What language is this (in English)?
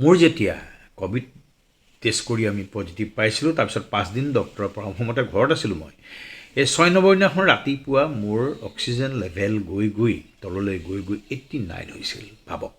Assamese